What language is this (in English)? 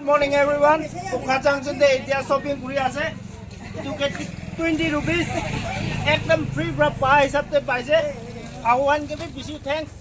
Naga Pidgin